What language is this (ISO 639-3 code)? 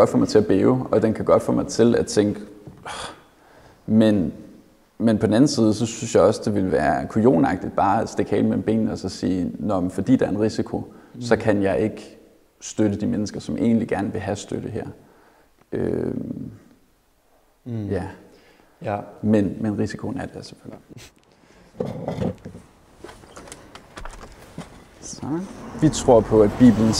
dan